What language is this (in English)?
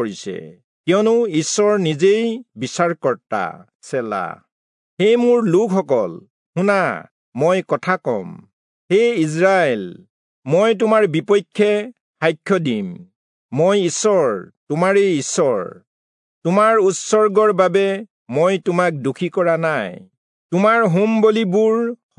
Assamese